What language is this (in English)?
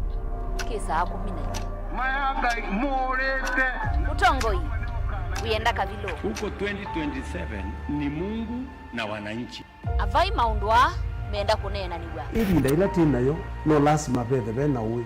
Kamba